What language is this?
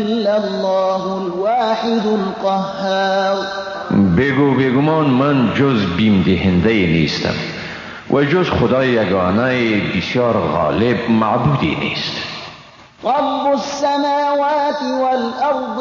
Persian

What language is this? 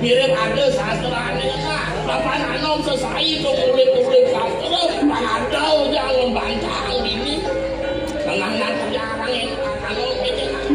Balinese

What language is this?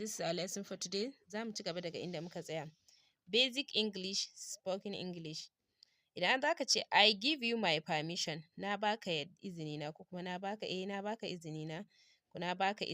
Hausa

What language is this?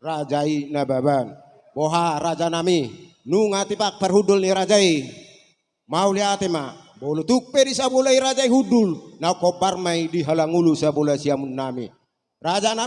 Batak Toba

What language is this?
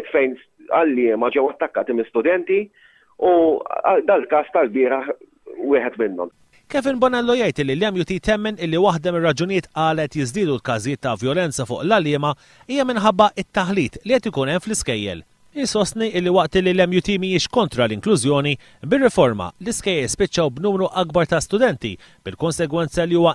Maltese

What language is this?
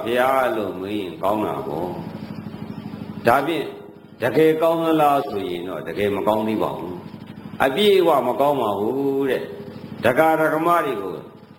Burmese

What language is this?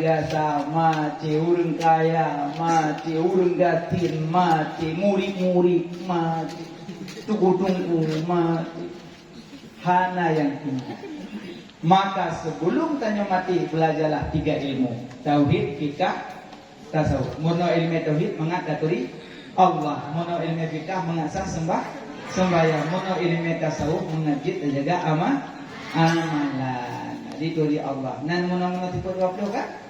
Achinese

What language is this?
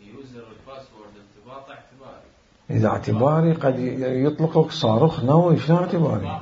Mesopotamian Arabic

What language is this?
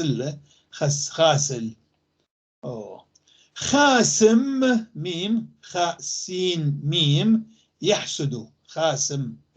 North Levantine Arabic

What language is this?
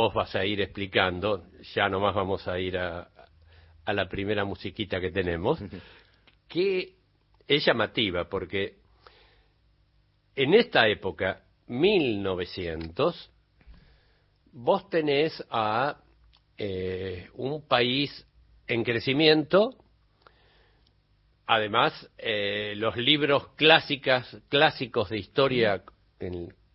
Spanish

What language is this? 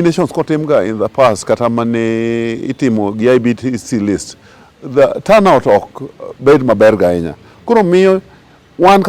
Luo (Kenya and Tanzania)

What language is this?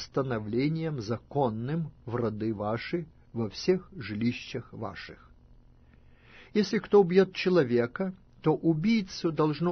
Russian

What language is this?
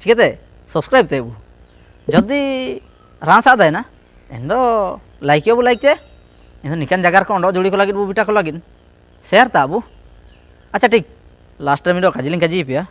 Ho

